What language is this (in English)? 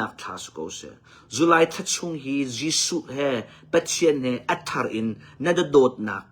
Hakha Chin